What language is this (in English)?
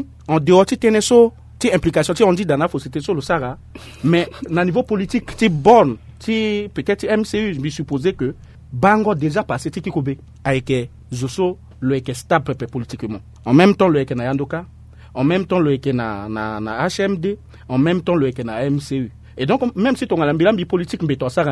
Sango